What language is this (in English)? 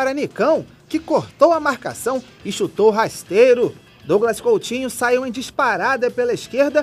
Portuguese